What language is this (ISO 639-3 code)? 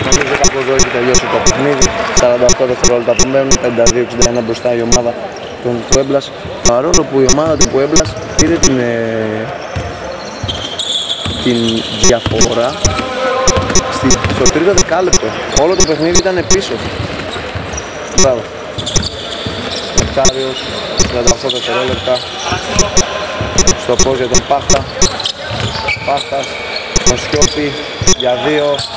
ell